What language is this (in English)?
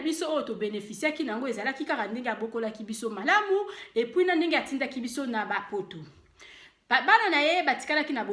Lingala